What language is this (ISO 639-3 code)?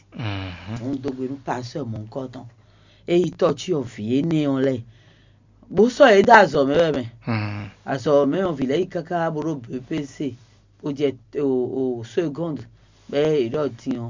fon